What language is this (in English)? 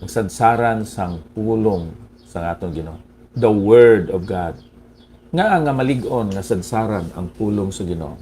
Hiligaynon